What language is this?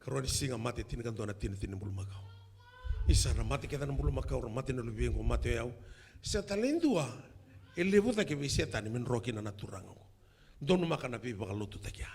Fijian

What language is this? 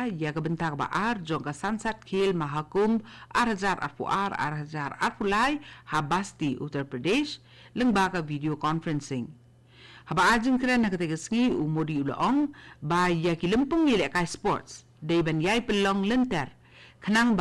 Khasi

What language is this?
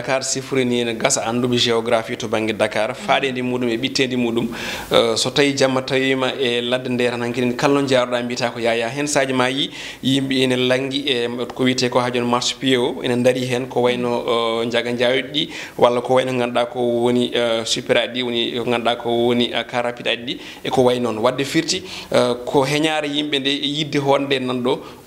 Fula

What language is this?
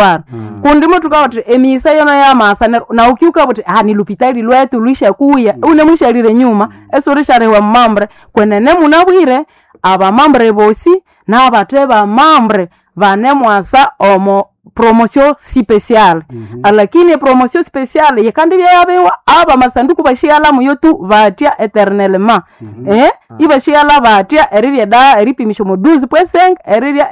Nande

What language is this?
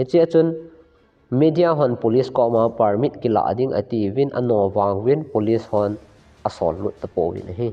Thado Chin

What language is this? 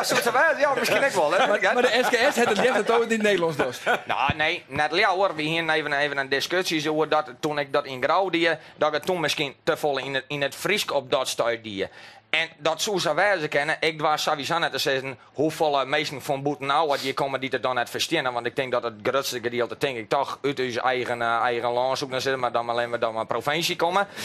Western Frisian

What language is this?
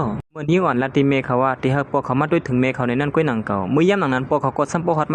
Shan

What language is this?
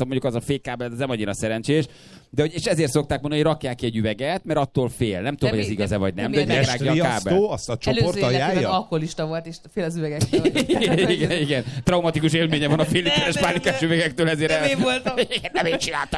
Hungarian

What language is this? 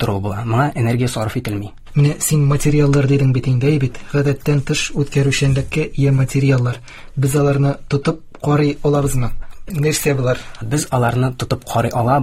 Tatar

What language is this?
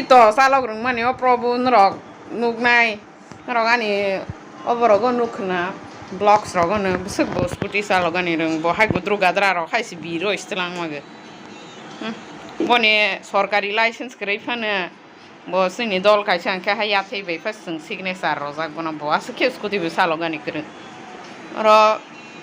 Kok Borok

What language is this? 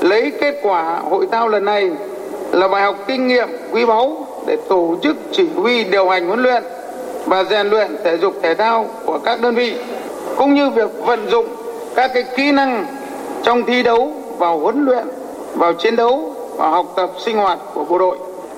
Vietnamese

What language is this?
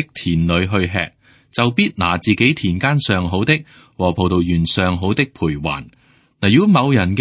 Cantonese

